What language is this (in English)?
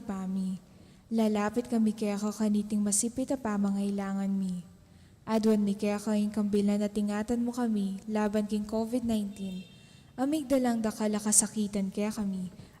Pampanga